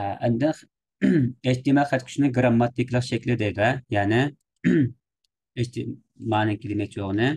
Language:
Uyghur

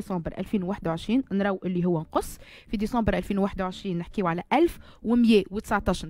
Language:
Tunisian Arabic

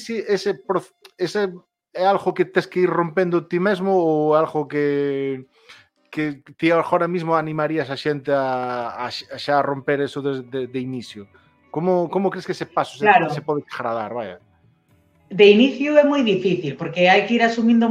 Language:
Galician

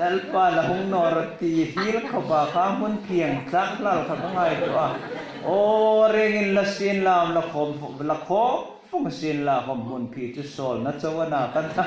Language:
Hmar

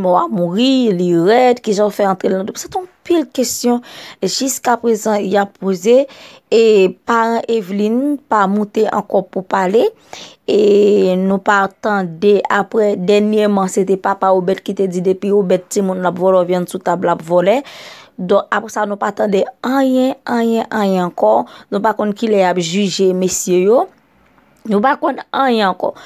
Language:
Haitian Creole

